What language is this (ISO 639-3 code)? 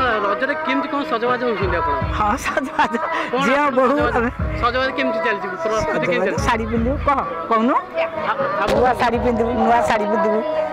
ori